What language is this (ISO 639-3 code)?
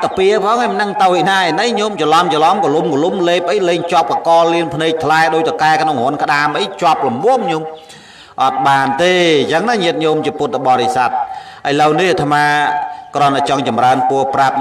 khm